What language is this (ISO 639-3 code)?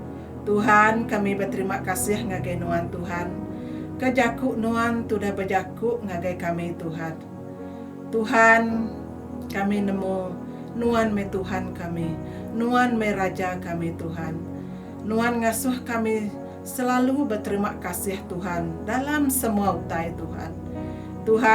iba